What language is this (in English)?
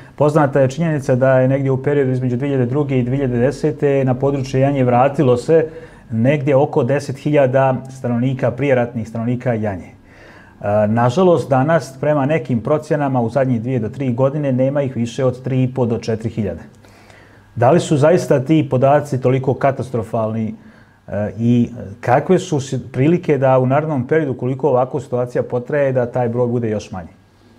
Bosnian